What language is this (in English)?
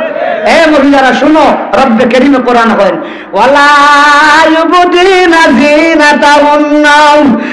Sylheti